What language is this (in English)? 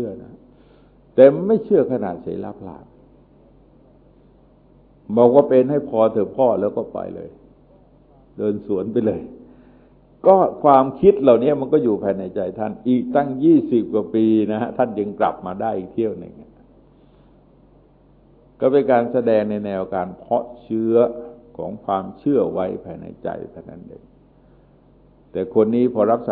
Thai